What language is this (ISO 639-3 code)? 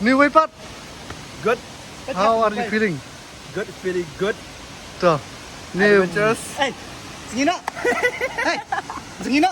kha